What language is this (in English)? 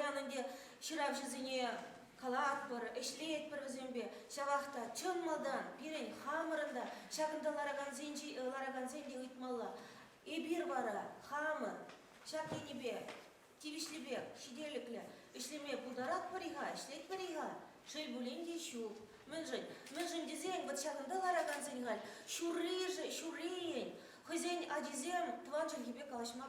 Chuvash